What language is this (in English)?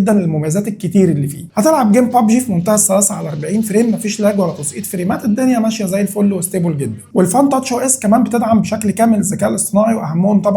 Egyptian Arabic